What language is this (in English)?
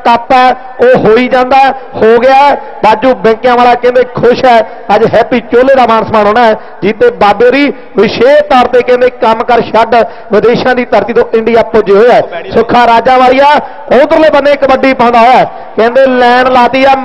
Punjabi